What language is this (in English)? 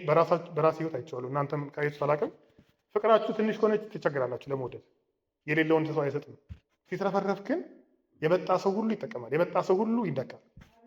Amharic